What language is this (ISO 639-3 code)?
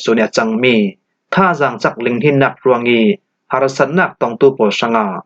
cfm